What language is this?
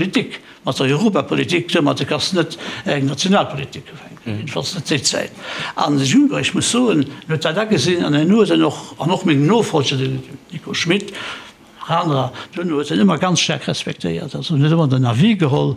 Luxembourgish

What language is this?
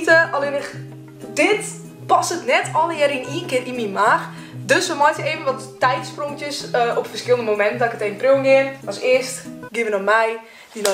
Western Frisian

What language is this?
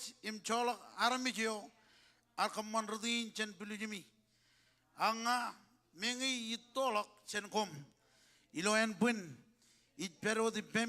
Marshallese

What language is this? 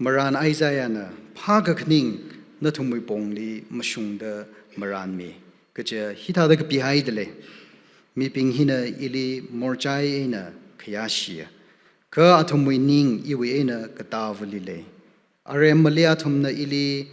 Tangkhul Naga (India)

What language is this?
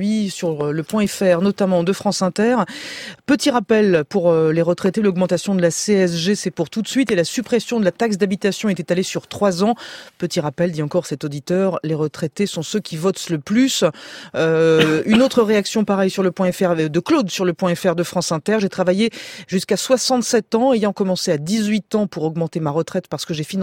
French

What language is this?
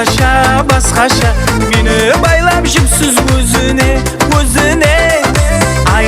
Kara-Kalpak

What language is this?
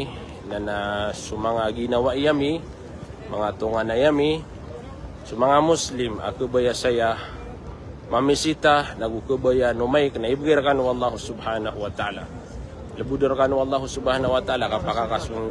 Maranao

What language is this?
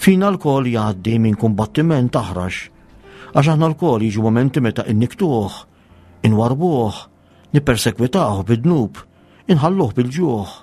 Maltese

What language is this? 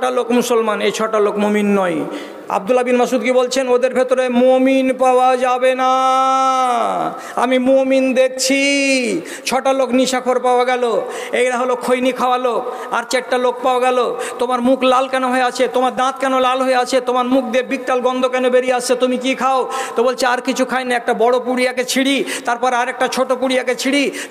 Bangla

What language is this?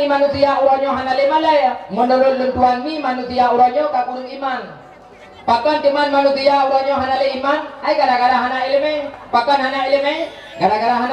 Achinese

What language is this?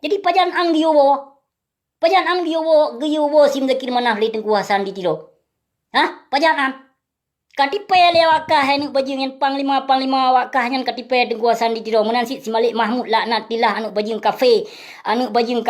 Achinese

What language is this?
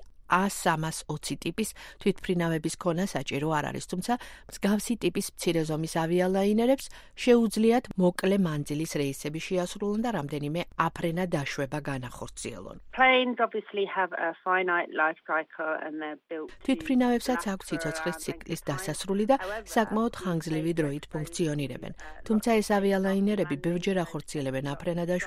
Georgian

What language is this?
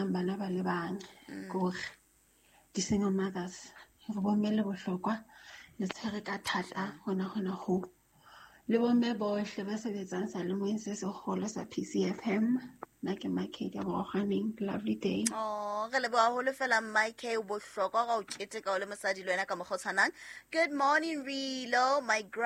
Southern Sotho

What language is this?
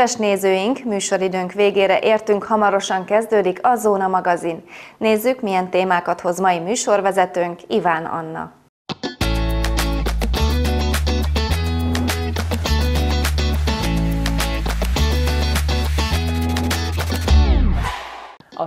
Hungarian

